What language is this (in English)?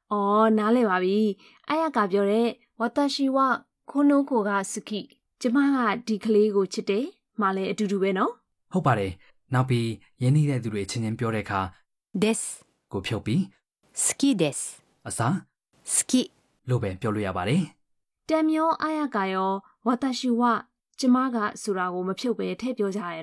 Burmese